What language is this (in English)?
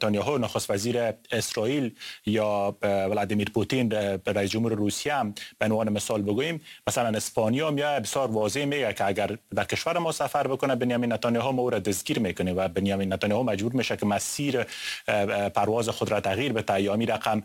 Persian